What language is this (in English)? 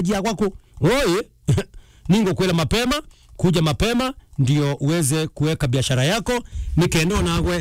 Meru